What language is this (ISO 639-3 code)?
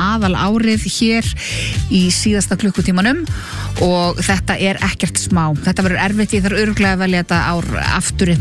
isl